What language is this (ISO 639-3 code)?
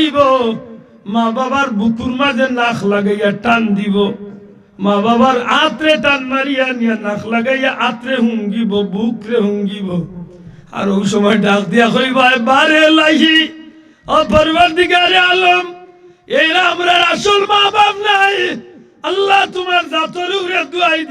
syl